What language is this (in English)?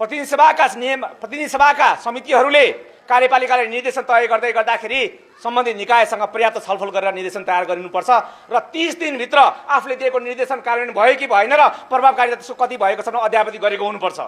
Nepali